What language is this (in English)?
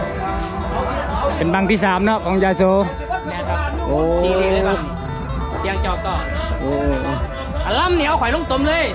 Lao